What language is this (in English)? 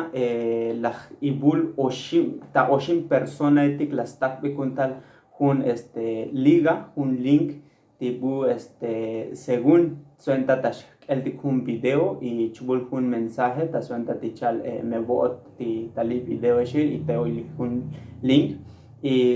Tzotzil